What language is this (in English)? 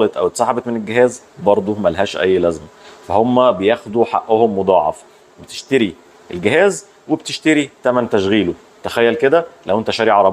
Egyptian Arabic